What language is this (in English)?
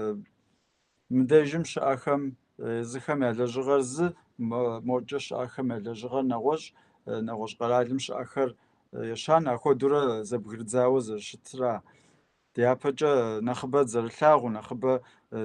Kabardian